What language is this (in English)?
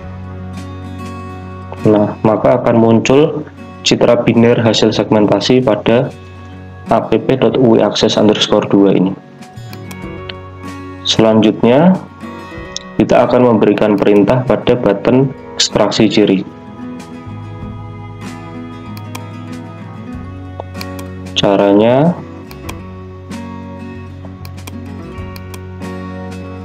Indonesian